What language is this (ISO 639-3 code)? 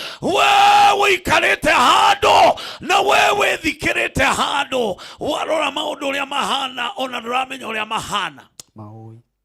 kik